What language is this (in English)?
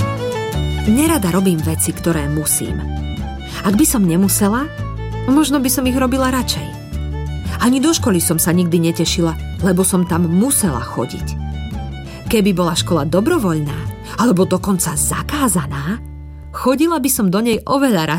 Slovak